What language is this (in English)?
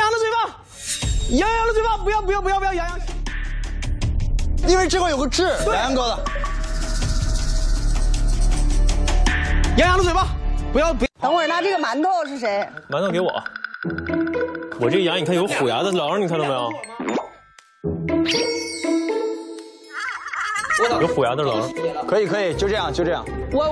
Chinese